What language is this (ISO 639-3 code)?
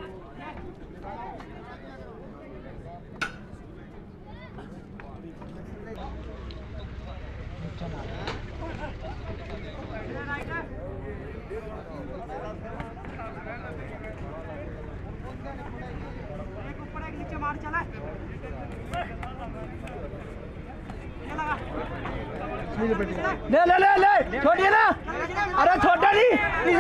hin